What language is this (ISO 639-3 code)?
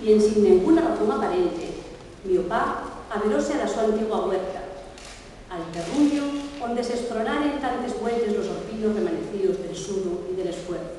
ast